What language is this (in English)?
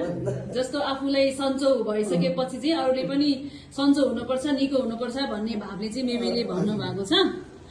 Nepali